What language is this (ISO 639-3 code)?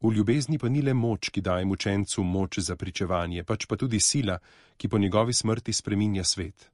slv